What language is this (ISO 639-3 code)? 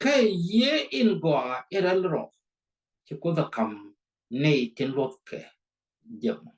nus